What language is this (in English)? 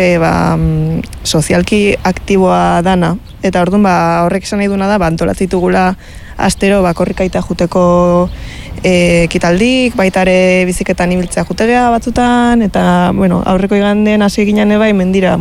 Basque